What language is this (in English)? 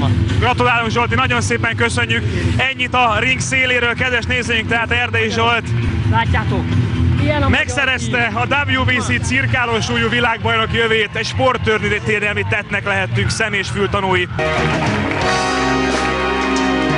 Hungarian